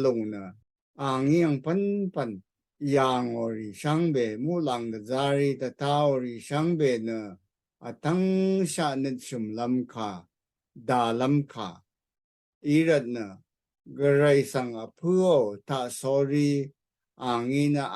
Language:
Rawang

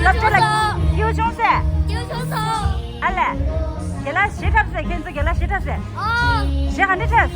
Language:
Tibetan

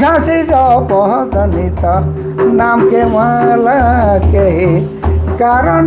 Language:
Sadri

